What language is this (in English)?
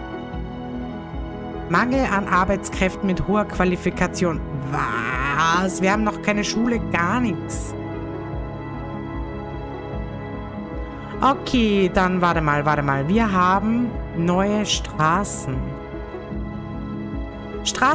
German